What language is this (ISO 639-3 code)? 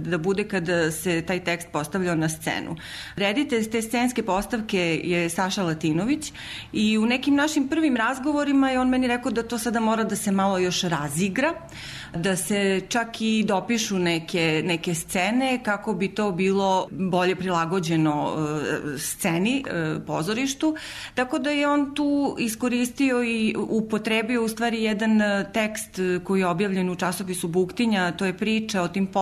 srp